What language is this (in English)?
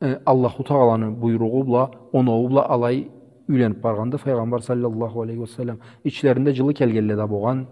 Karachay-Balkar